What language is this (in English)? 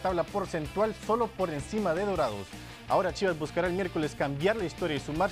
Spanish